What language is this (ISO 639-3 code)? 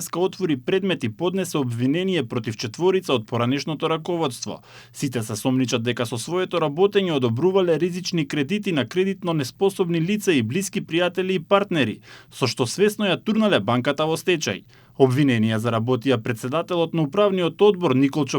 mkd